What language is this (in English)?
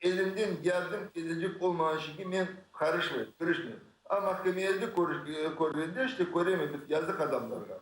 Crimean Tatar